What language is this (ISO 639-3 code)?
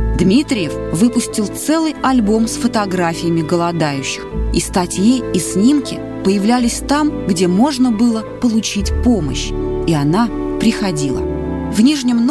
rus